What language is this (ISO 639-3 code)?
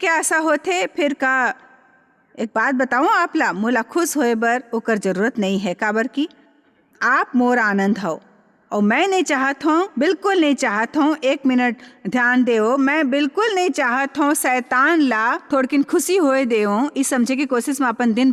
hne